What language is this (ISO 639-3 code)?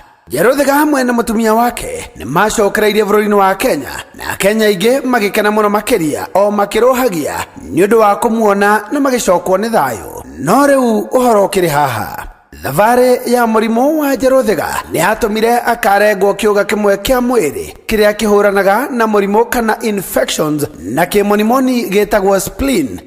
kik